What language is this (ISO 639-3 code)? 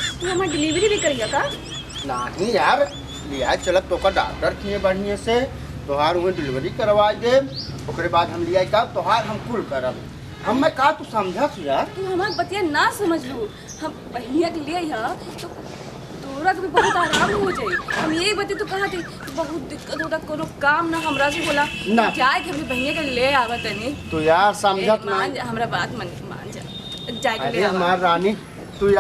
bho